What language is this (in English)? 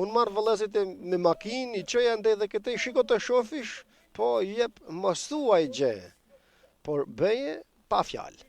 Albanian